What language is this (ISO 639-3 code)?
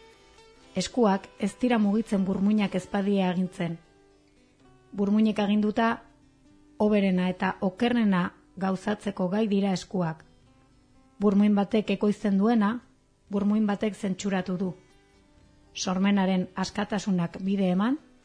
eus